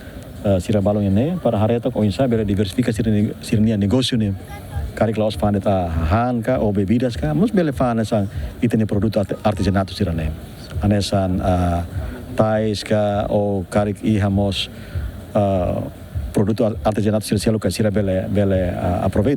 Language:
Tetum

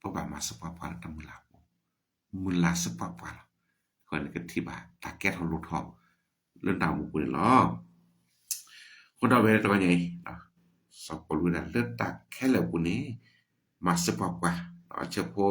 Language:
S'gaw Karen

